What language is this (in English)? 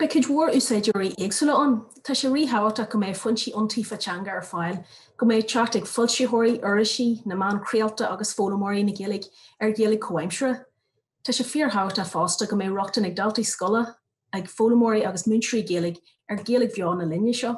Irish